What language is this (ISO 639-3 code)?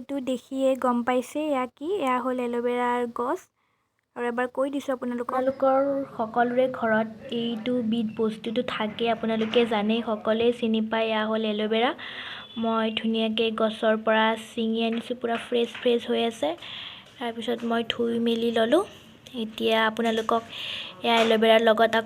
asm